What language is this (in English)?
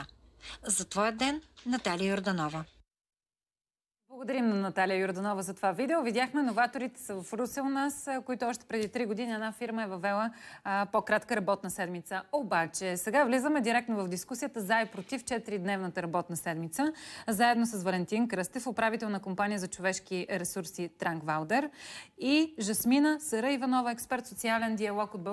Bulgarian